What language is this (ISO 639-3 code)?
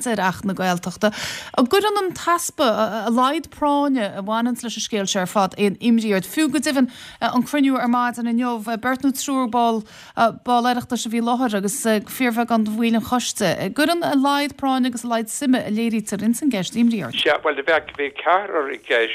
gle